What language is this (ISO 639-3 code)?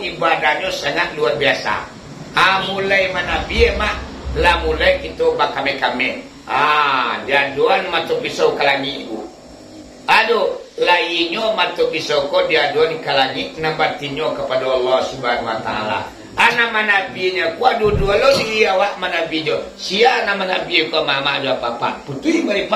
min